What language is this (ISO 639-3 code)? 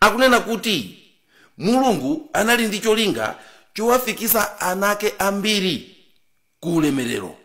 nya